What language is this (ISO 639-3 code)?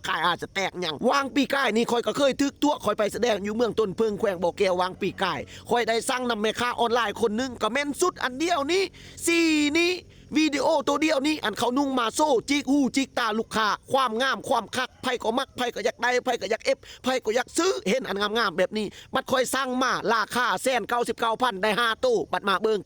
lao